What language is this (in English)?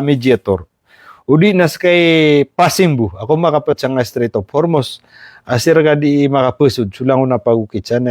Maranao